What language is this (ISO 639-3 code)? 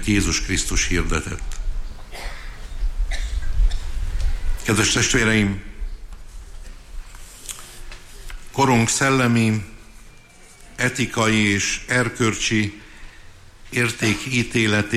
hun